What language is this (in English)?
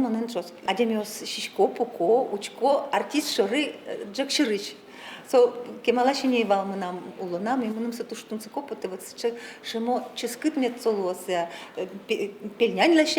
Udmurt